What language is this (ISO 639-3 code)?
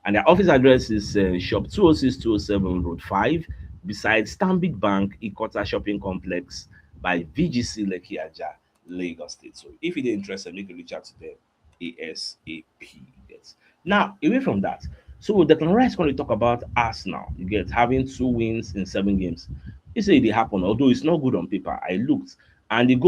pcm